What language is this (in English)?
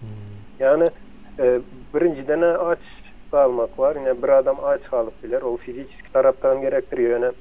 Turkmen